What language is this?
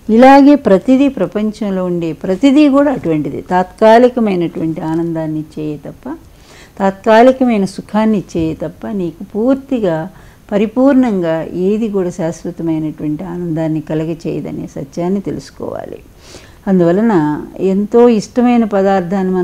Telugu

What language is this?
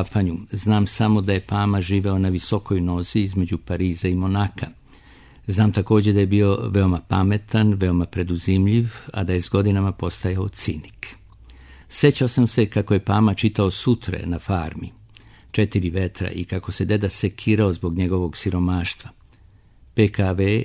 Serbian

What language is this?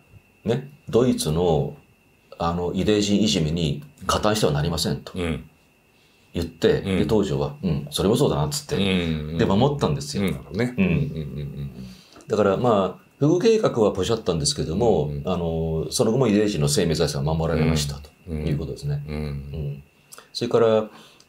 Japanese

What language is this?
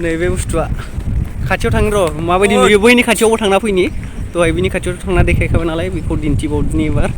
Bodo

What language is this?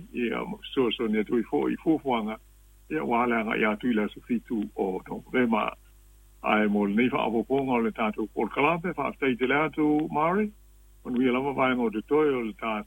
Samoan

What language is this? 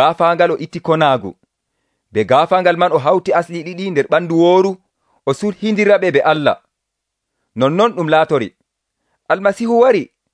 Nigerian Fulfulde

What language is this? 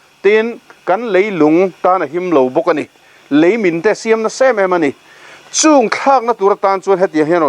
Mizo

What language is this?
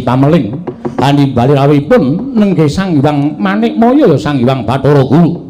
Javanese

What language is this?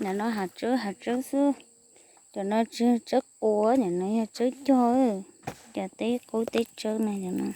Hmong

